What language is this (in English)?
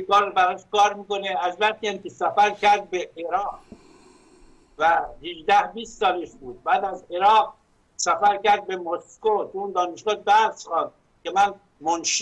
Persian